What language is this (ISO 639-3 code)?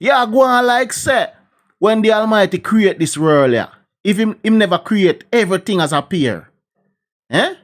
jam